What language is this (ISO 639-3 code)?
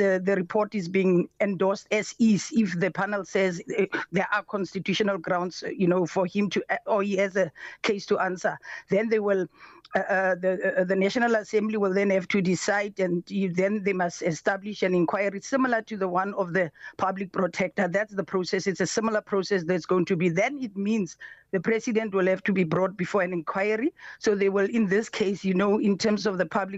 eng